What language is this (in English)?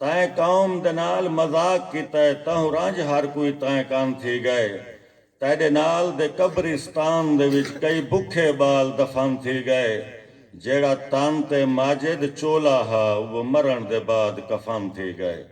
Saraiki